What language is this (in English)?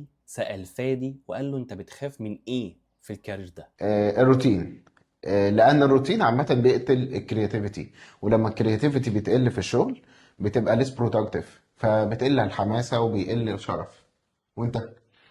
Egyptian Arabic